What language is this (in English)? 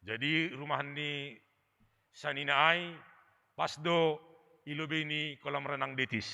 Batak Simalungun